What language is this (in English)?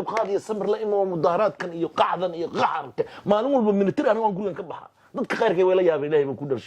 Somali